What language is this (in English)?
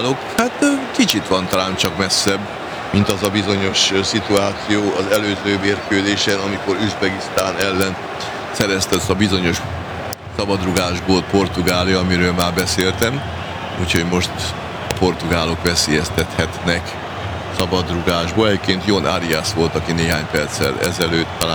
Hungarian